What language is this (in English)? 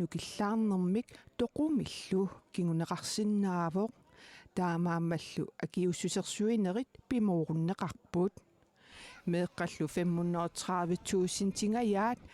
Kalaallisut